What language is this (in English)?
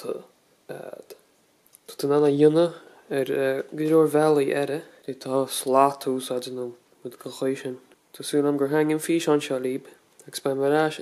Irish